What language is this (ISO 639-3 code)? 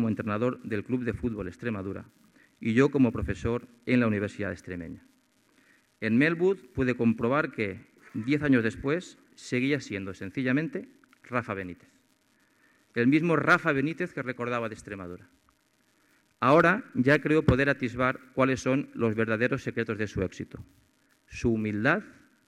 spa